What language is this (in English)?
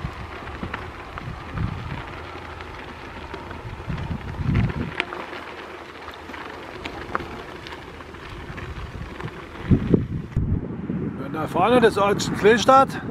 German